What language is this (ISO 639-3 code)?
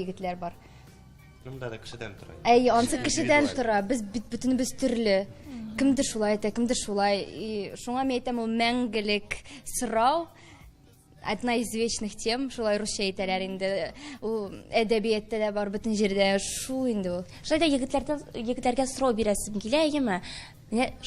tat